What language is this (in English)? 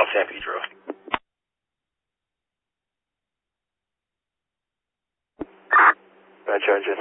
English